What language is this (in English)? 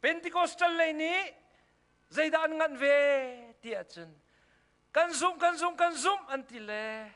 Hakha Chin